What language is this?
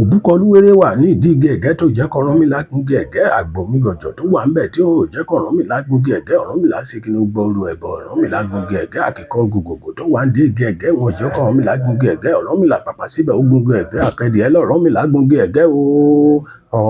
Yoruba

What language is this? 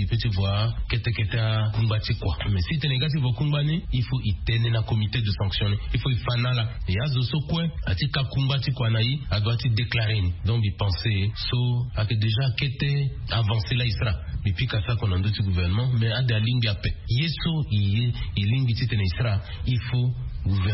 Sango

